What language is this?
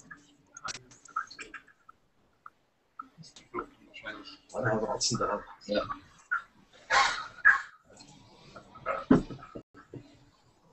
German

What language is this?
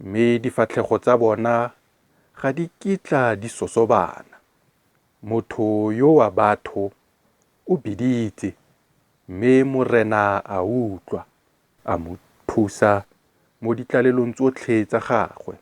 Tswana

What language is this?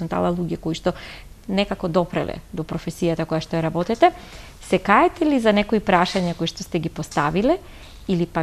Macedonian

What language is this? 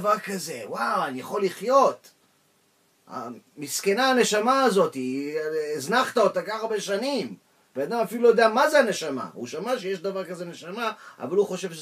Hebrew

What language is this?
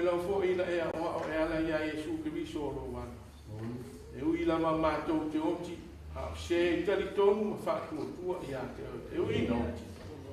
Samoan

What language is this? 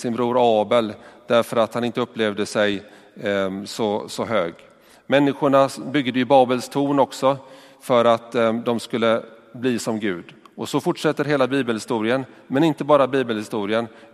Swedish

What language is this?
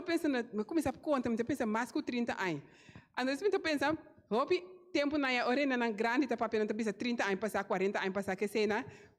Papiamento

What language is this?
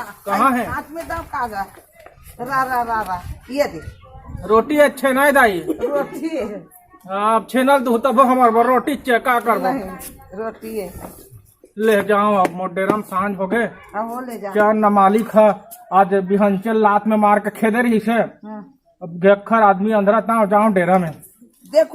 Chhattisgarhi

